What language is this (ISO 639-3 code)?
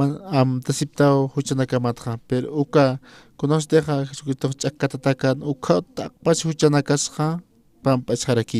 aym